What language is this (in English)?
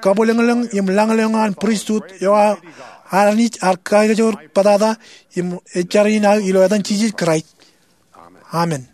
Marshallese